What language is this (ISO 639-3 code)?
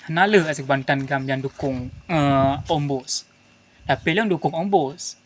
ace